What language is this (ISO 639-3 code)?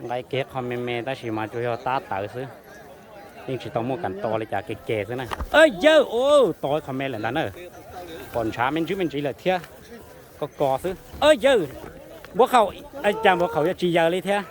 hmn